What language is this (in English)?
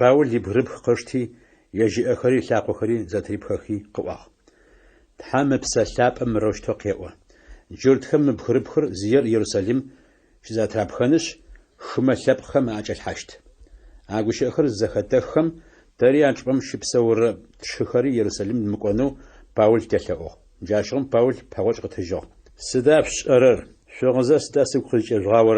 Adyghe